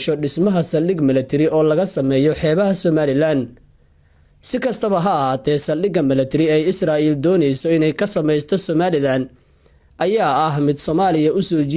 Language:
Somali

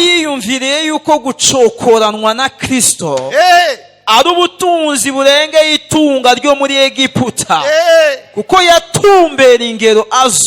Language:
Rundi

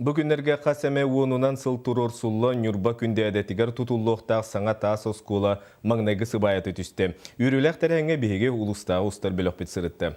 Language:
Yakut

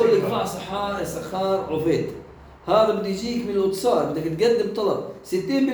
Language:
North Levantine Arabic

